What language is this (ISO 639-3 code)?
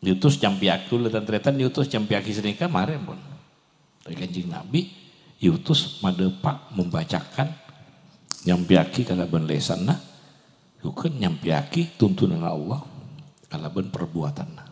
mad